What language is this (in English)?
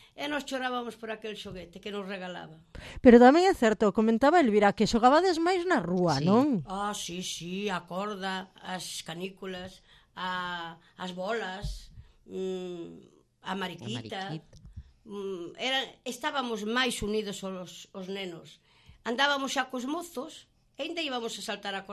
Galician